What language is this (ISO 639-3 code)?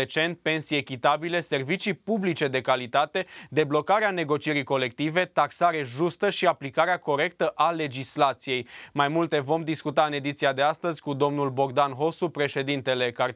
ron